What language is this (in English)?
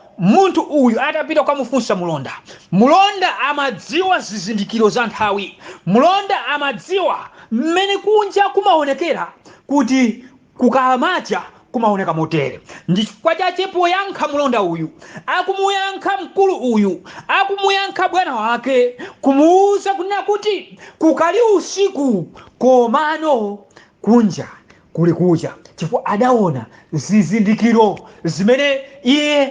Nyanja